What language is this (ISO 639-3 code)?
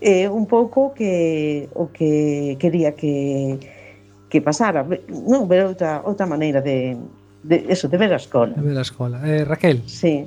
glg